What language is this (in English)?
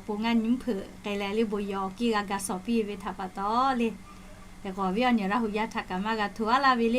Lahu